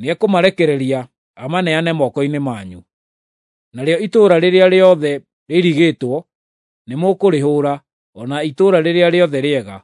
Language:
Kikuyu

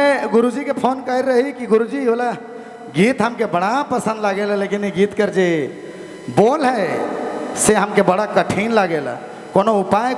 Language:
Sadri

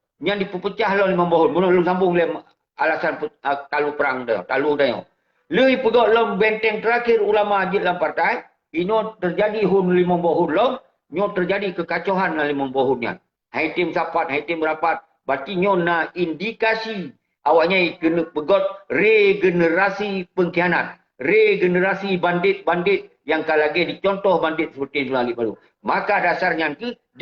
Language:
Achinese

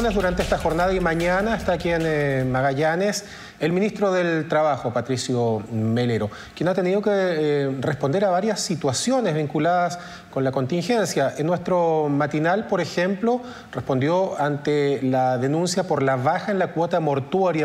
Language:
Spanish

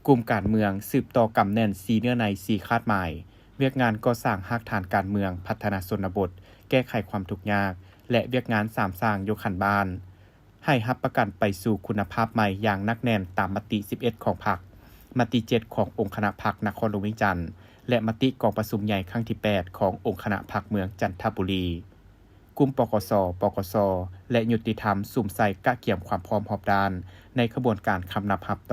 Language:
Lao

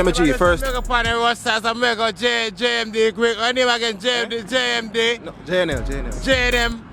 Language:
Jamaican Creole English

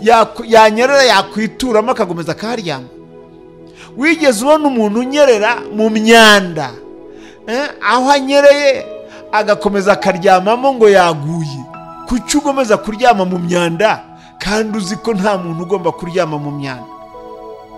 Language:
Kinyarwanda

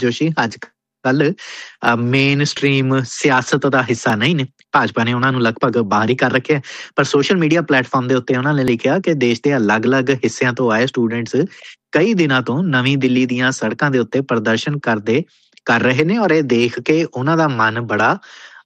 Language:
Punjabi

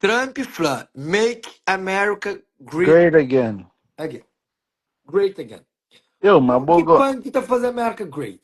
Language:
Kabuverdianu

